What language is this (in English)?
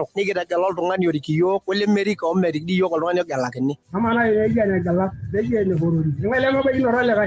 Masai